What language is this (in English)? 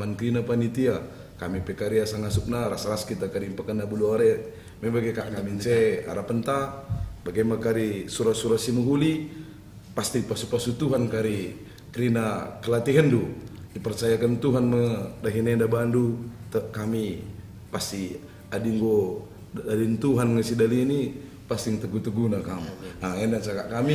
Batak Karo